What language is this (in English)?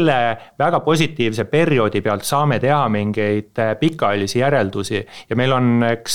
Estonian